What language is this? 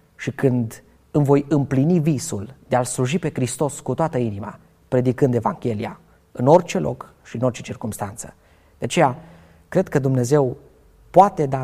Romanian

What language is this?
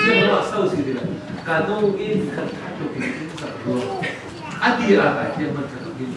Falam Chin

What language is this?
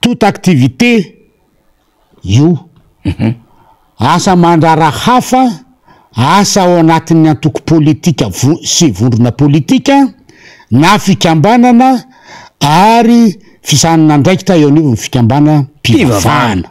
Malagasy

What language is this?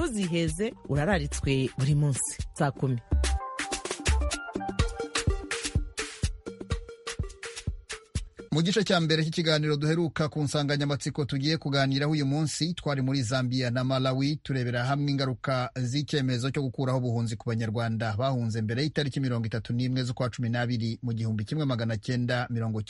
Kinyarwanda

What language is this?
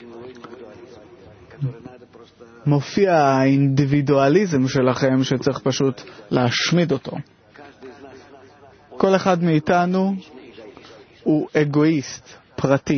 Hebrew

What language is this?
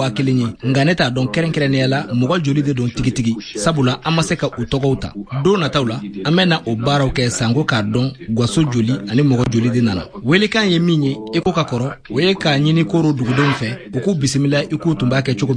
Bambara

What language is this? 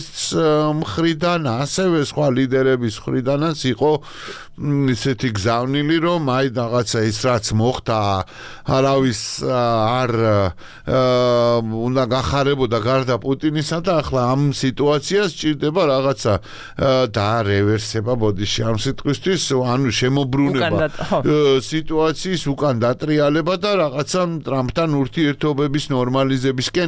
Georgian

